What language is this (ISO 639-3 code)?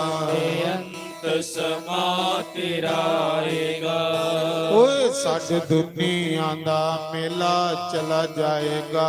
doi